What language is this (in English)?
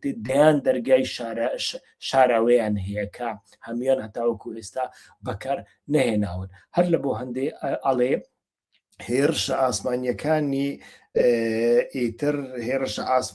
Central Kurdish